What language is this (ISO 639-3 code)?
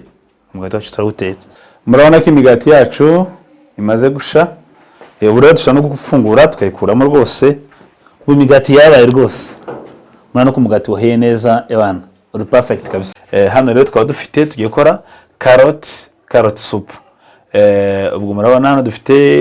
kin